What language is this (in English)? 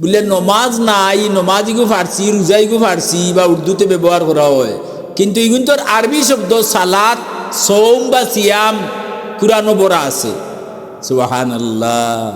Sylheti